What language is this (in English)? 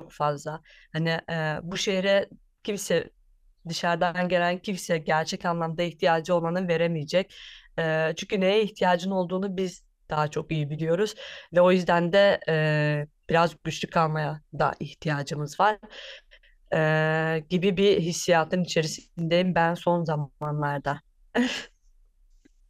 Turkish